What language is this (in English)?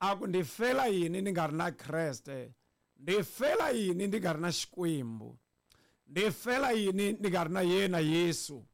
Tsonga